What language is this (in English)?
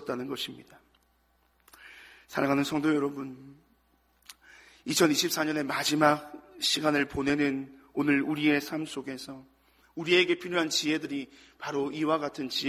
Korean